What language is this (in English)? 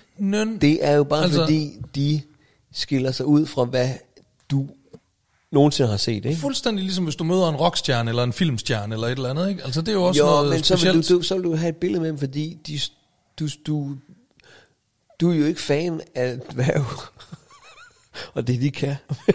Danish